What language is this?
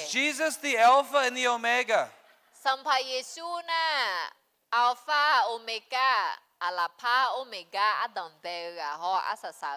Akha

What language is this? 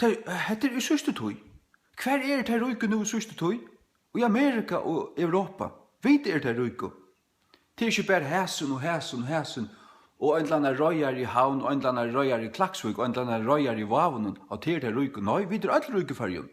Faroese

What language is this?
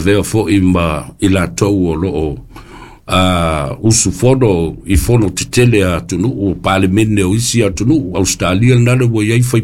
Samoan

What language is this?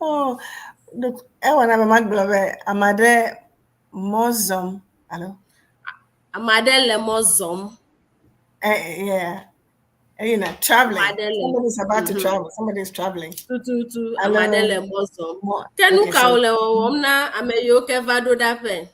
Ewe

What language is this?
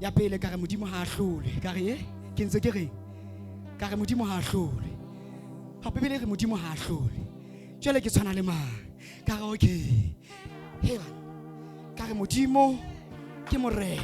Southern Sotho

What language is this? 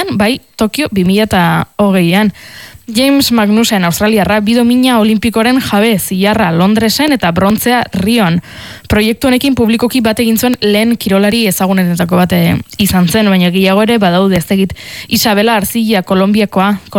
Basque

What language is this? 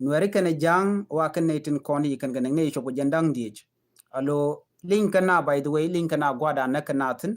Nuer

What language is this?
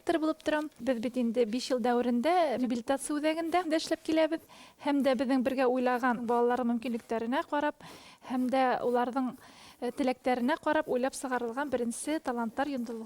Bashkir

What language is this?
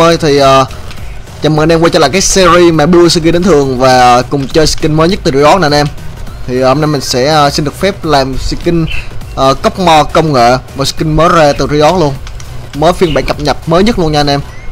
Vietnamese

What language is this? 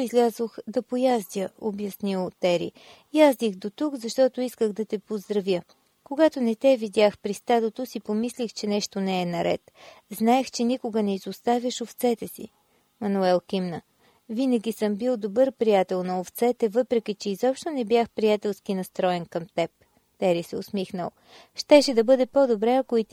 Bulgarian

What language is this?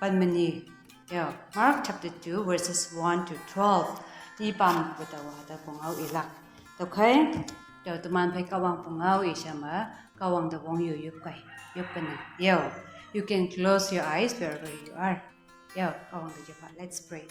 Konyak Naga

